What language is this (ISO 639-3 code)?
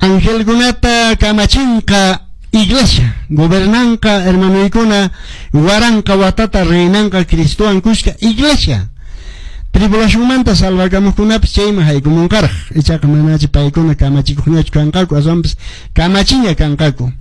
que